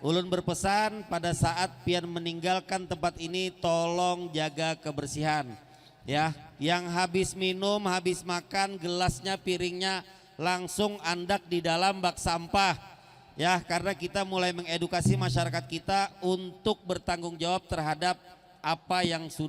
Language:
Banjar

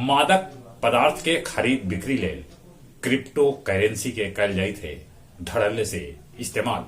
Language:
Magahi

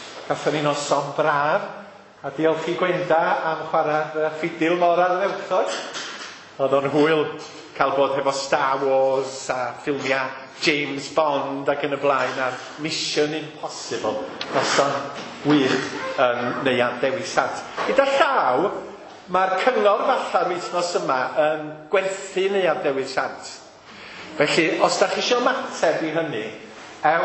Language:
Welsh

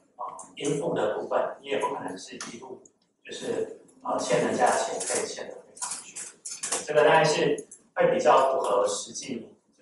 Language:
Chinese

